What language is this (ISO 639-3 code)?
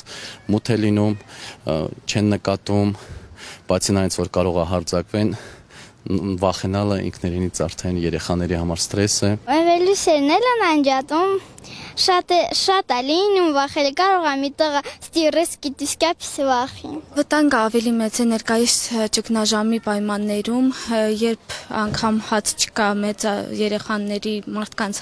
hye